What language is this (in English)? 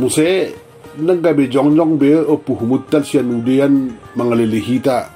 Batak Toba